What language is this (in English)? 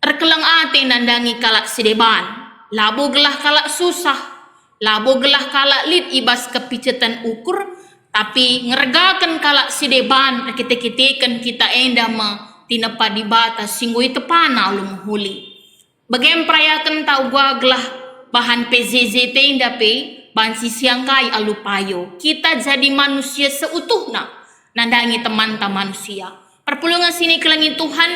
Batak Karo